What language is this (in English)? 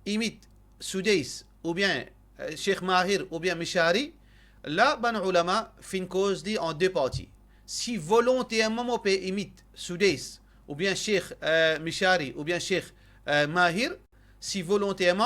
Morisyen